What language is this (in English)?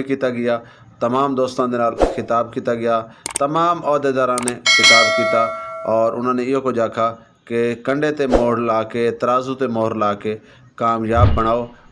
Saraiki